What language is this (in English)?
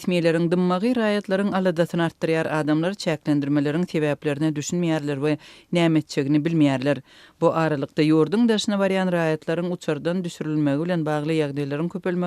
Turkmen